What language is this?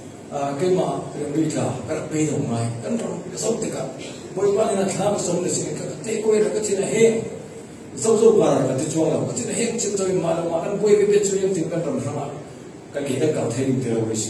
Falam Chin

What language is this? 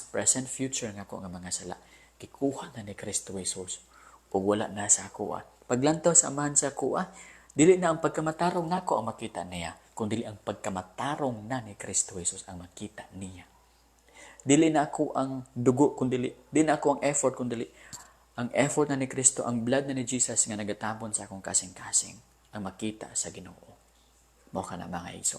Cebuano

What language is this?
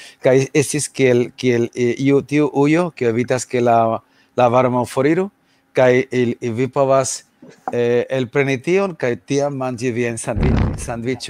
Esperanto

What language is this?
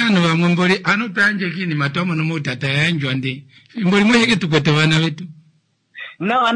Kuanyama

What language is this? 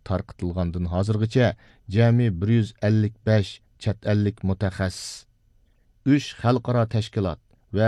Uyghur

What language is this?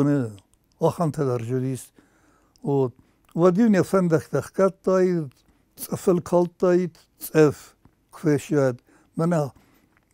Ossetic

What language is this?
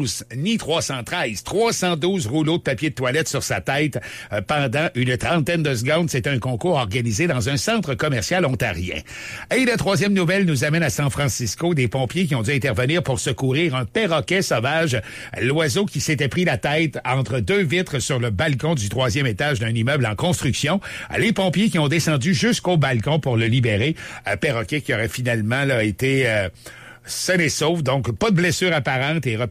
French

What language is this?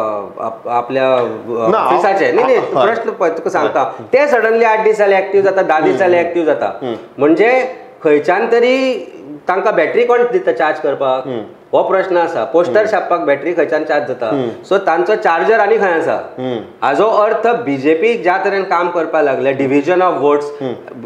Konkani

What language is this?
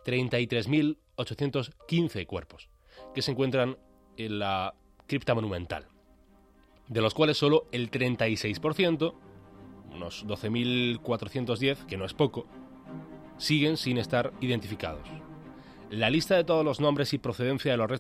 Spanish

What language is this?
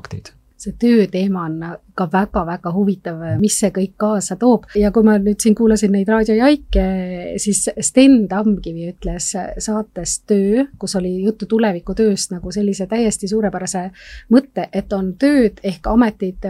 Estonian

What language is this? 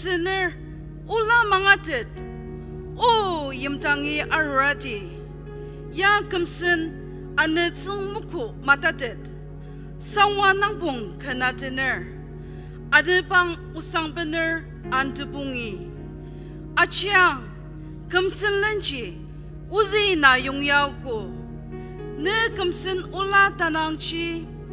Ao Naga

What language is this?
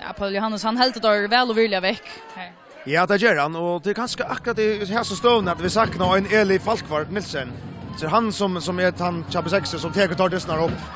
Faroese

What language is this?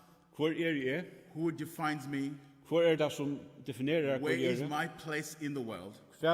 Faroese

